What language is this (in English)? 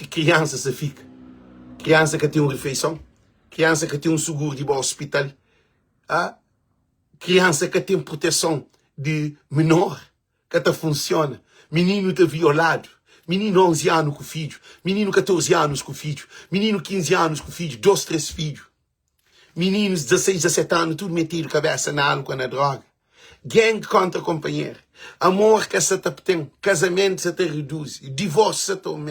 Kabuverdianu